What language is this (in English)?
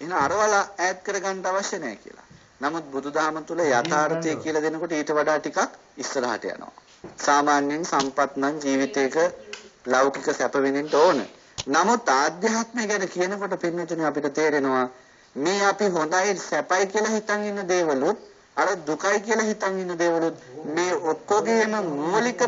Sinhala